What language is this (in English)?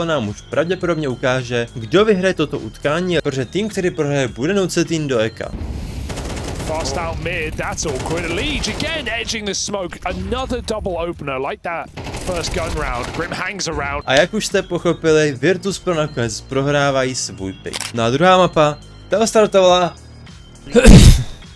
Czech